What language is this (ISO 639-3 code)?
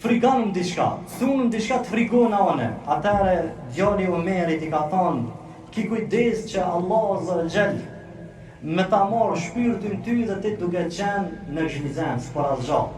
sqi